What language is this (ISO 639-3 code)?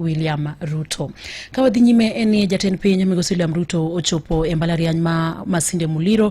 luo